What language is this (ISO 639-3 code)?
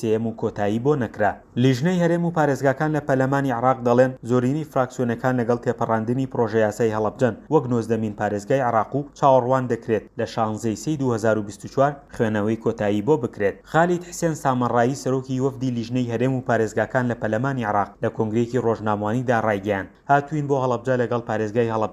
ckb